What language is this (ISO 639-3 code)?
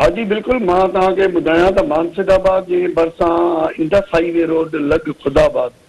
snd